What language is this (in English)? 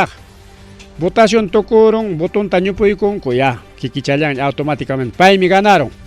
Ayacucho Quechua